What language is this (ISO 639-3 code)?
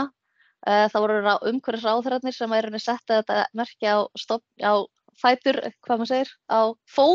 isl